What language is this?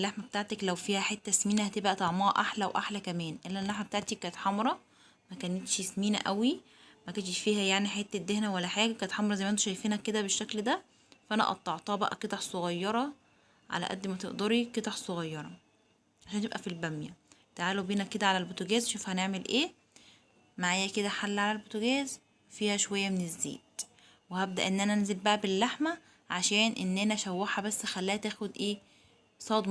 Egyptian Arabic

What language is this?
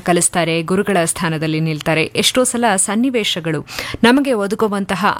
Kannada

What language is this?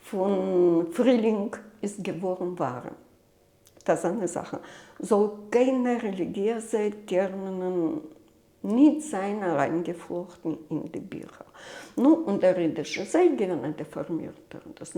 Yiddish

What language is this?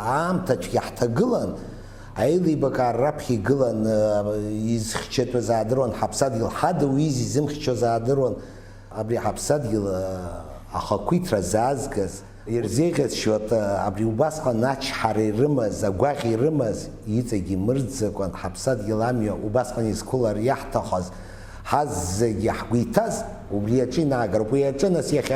Abkhazian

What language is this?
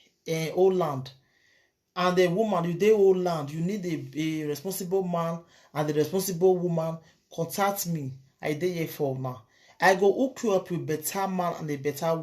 Nigerian Pidgin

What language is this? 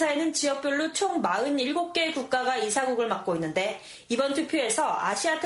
Korean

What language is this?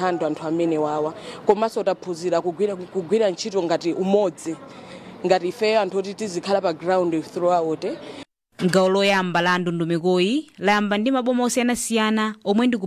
Nyanja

